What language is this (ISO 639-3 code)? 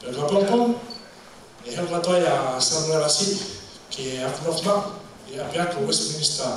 ton